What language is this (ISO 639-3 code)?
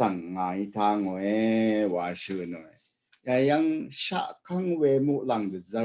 raw